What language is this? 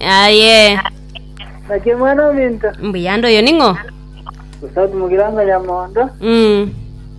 Gusii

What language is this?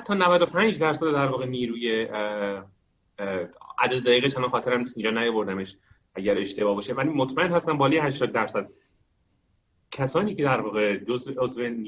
Persian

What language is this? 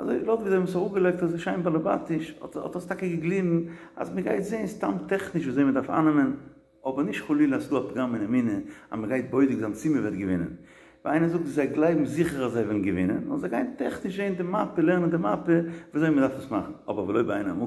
Yiddish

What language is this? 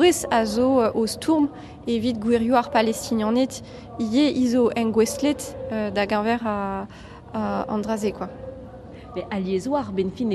Breton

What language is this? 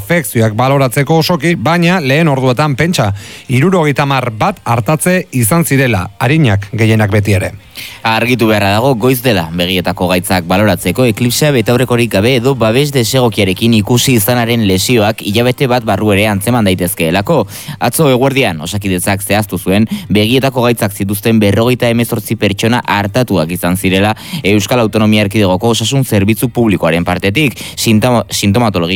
Basque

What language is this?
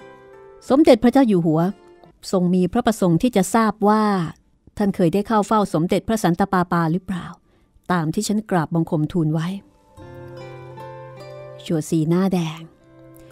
Thai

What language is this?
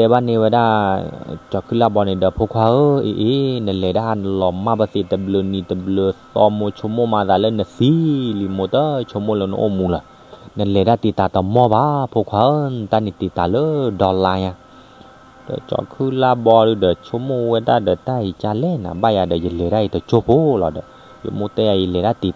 S'gaw Karen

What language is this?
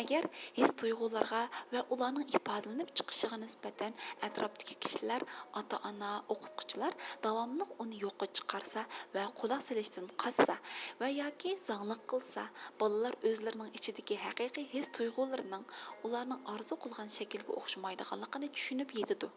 Uyghur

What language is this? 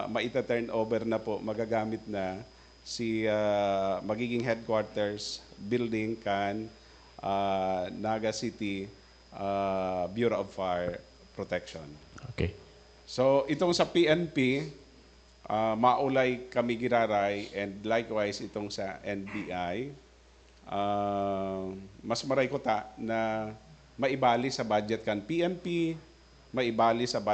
Bikol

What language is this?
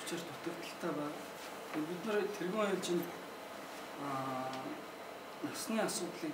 Mongolian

